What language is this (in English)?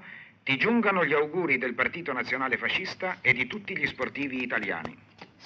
Italian